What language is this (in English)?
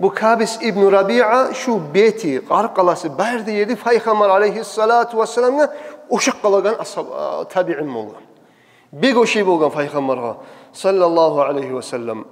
Kumyk